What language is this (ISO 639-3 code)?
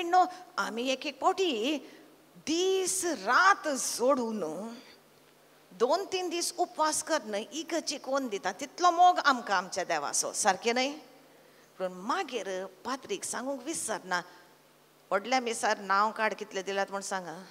kok